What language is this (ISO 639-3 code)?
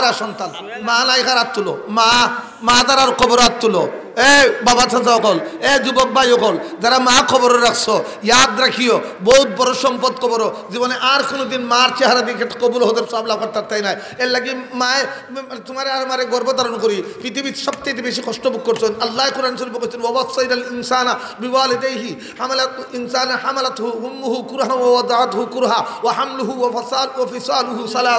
syl